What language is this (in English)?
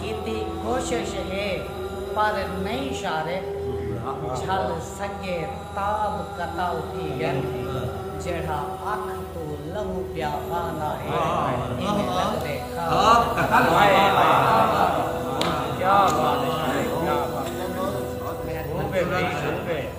Saraiki